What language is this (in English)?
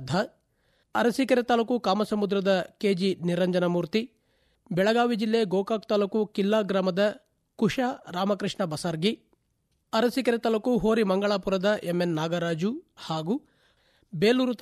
Kannada